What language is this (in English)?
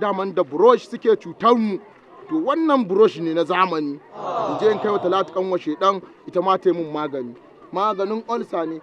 Hausa